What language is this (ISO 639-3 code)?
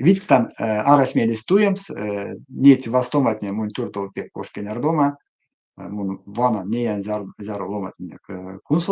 myv